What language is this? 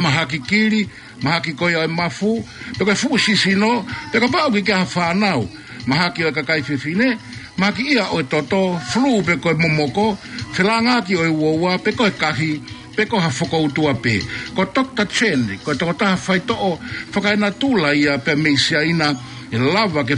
Tongan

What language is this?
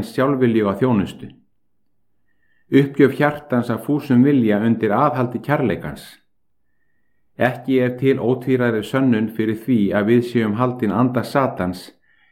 Icelandic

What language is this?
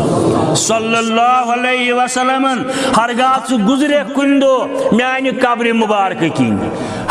Kashmiri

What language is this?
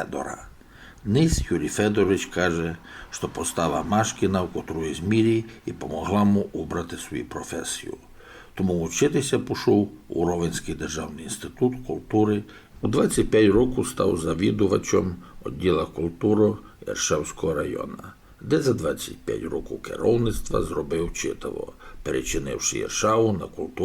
Rusyn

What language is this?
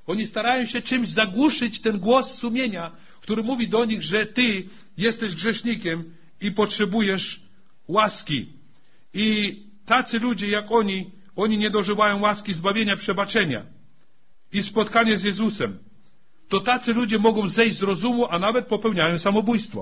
Polish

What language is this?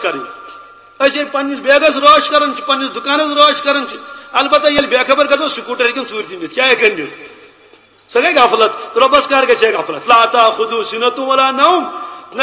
Kashmiri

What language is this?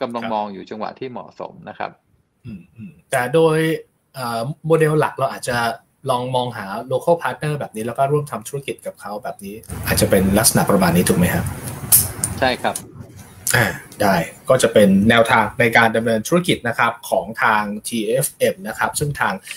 Thai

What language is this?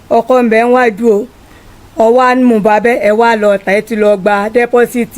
Yoruba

